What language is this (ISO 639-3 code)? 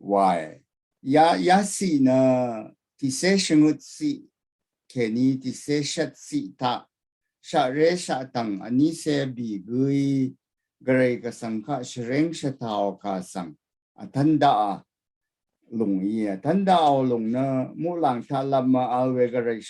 raw